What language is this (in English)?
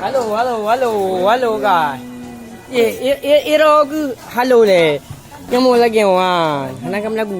Achinese